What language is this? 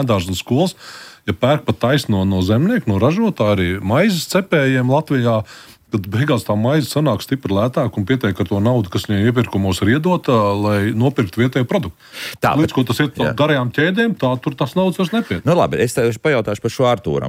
Latvian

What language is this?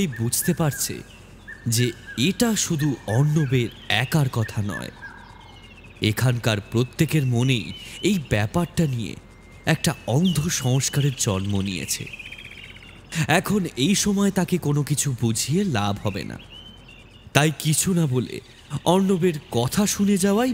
Bangla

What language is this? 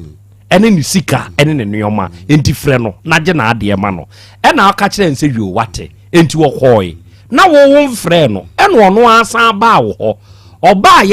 Akan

